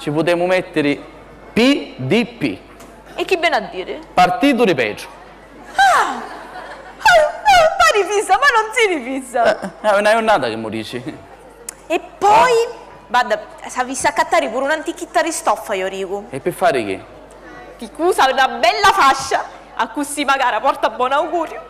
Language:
Sicilian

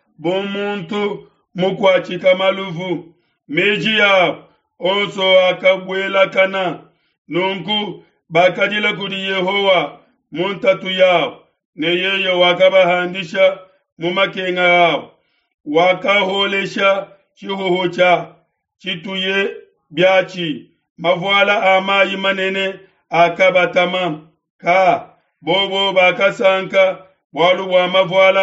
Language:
Luba-Lulua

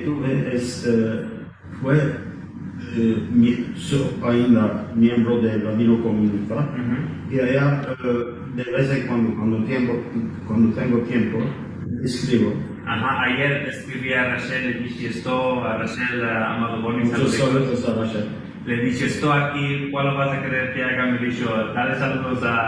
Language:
Ladino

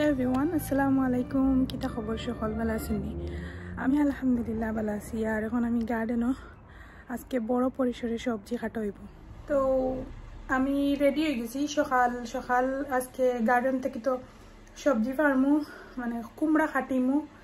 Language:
Sylheti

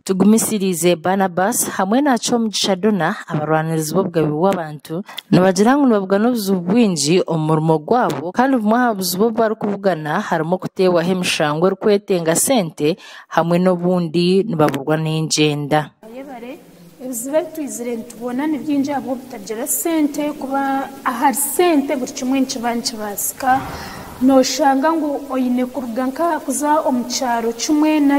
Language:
Nyankole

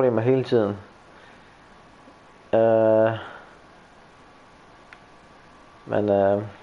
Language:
Danish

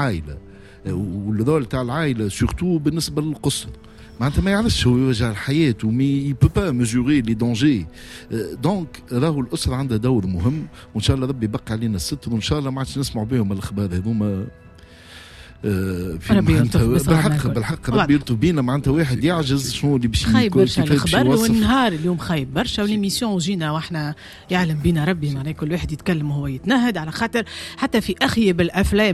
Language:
Tunisian Arabic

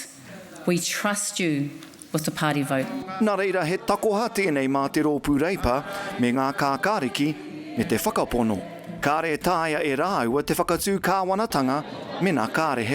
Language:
Māori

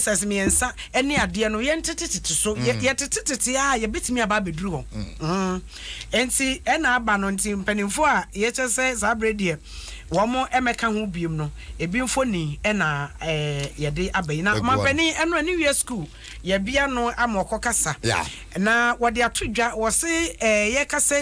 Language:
Akan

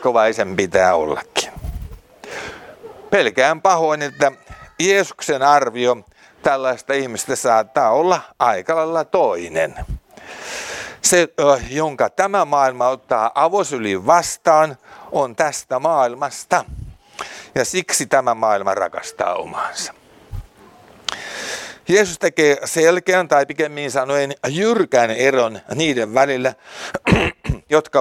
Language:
Finnish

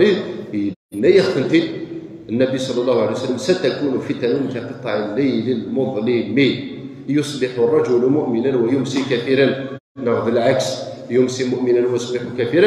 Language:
Kabyle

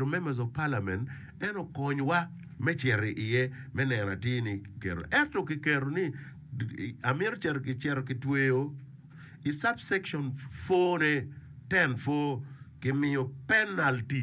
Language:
Acoli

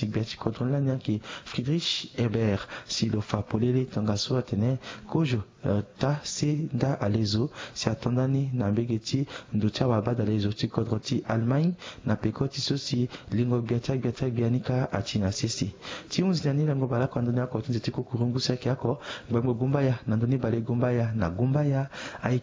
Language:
Sango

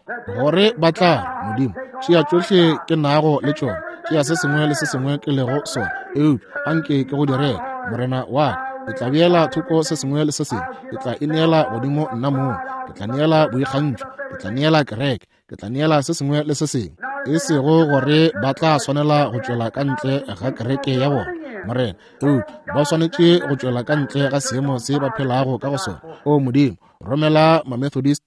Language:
Northern Sotho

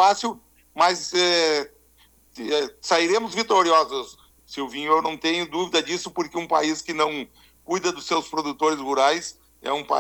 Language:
Portuguese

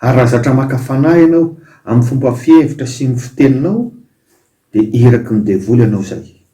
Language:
Malagasy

